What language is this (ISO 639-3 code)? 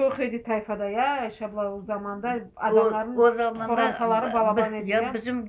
crh